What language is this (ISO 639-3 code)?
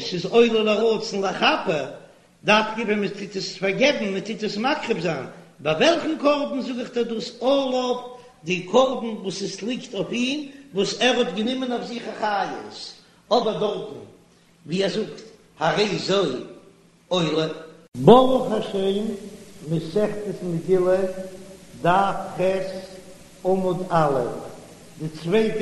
yid